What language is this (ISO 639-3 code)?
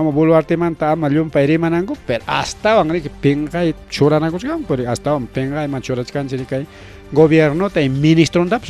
quy